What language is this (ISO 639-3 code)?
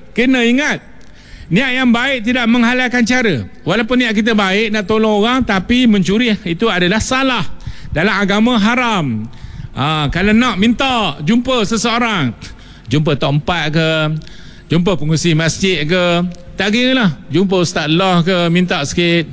msa